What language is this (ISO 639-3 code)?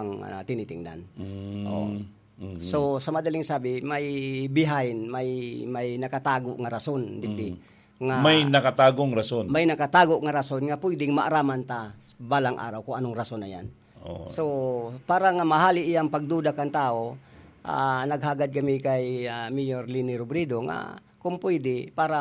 bik